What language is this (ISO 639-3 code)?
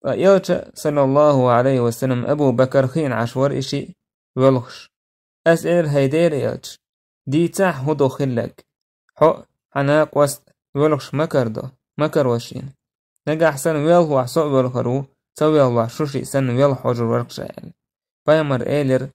che